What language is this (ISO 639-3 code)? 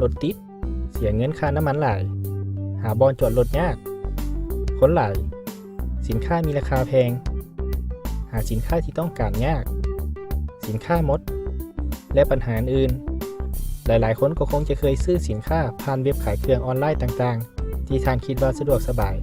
lao